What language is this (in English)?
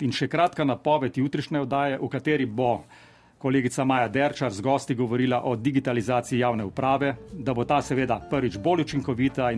Slovenian